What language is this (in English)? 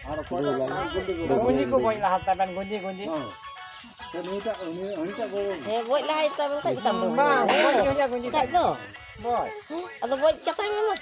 Santali